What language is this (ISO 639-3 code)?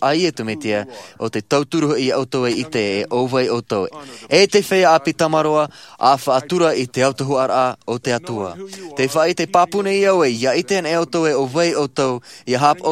tah